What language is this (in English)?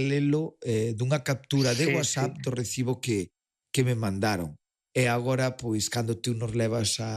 Galician